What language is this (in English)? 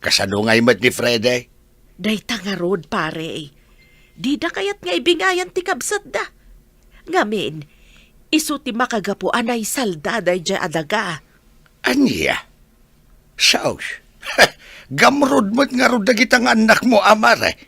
Iloko